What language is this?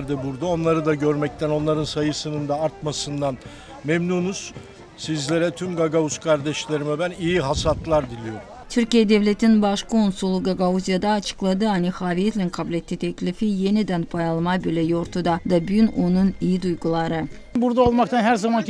Gagauz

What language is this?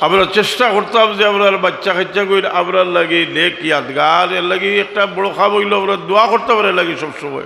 Sylheti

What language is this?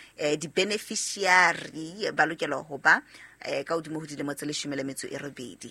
Southern Sotho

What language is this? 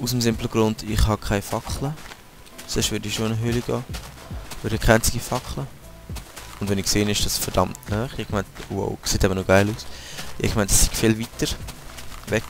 Swiss German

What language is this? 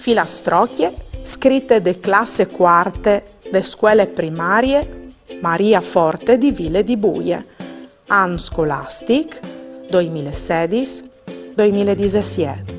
Friulian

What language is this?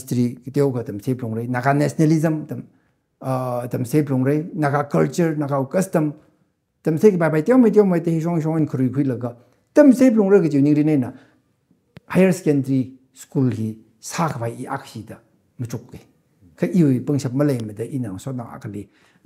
Tangkhul Naga (India)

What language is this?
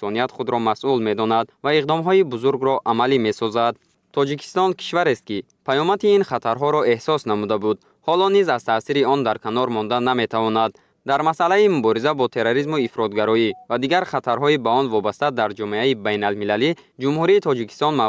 Tajik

